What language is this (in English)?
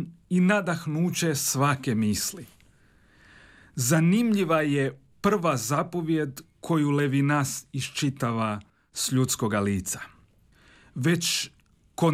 Croatian